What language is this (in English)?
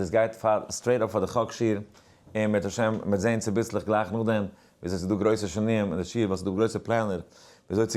Yiddish